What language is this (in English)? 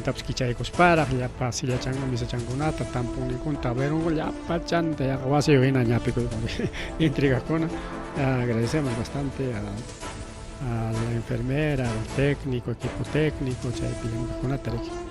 Ayacucho Quechua